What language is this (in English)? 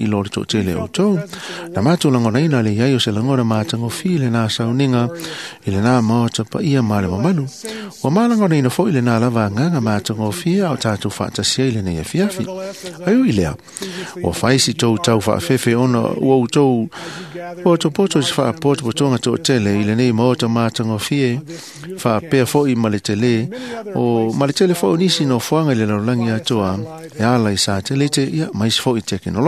Samoan